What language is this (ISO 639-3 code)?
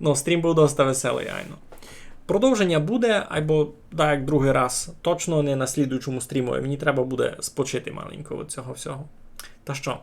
rue